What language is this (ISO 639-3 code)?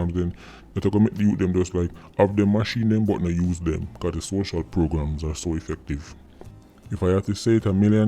jam